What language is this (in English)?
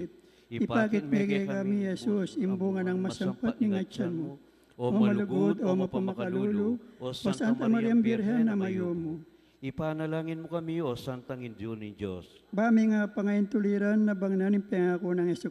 Pampanga